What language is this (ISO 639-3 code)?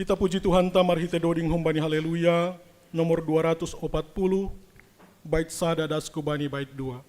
bts